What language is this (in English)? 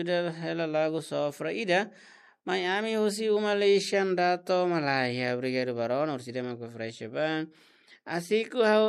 Tetum